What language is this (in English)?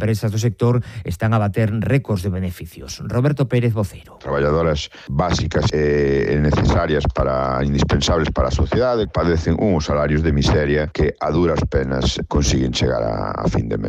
Galician